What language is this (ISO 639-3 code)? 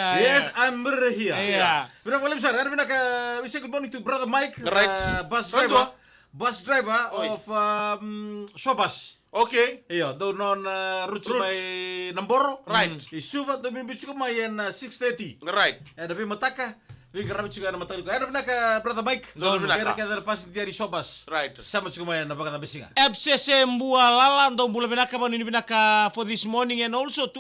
fij